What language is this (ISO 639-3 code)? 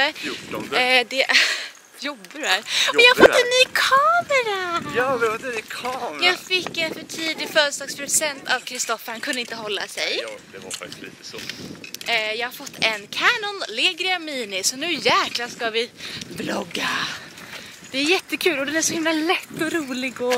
swe